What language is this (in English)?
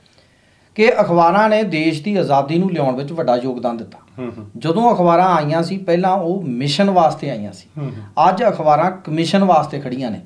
Punjabi